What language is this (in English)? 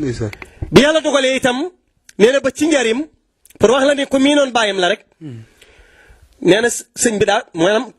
Wolof